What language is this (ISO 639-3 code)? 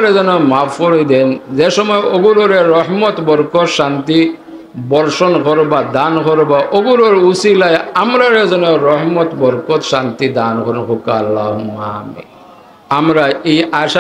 syl